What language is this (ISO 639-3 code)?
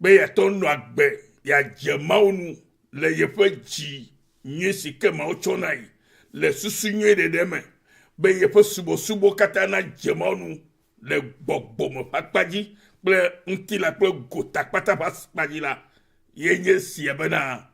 ewe